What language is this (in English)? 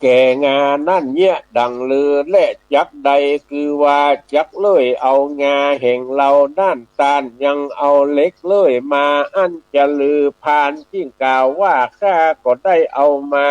Northern Thai